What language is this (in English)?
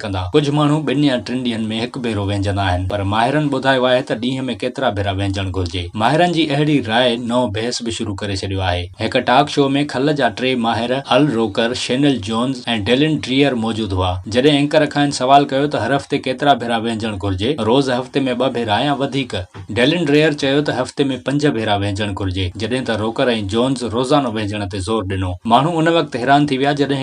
Sindhi